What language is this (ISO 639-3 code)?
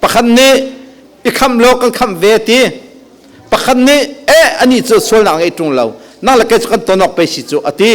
cnh